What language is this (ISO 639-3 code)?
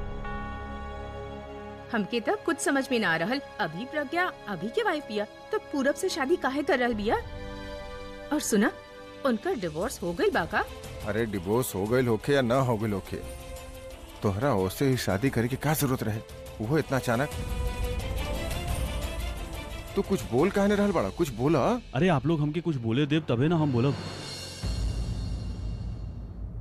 bho